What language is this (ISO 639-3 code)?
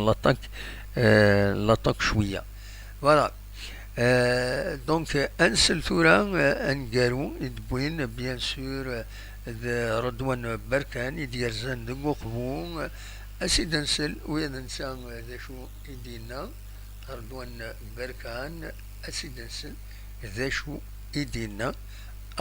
kab